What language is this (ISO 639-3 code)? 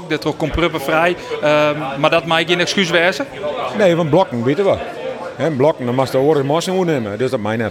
fry